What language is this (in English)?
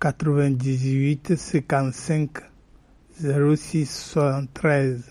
Gen